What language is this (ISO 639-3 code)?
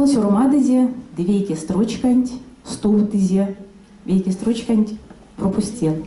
myv